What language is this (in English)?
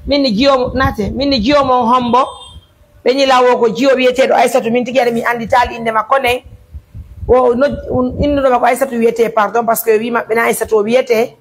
Pular